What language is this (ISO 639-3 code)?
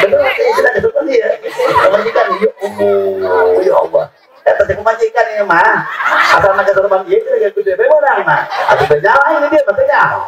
sun